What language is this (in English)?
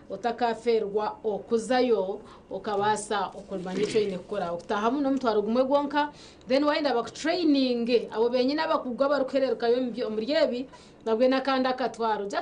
Nyankole